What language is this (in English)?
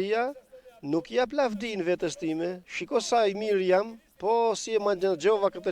Albanian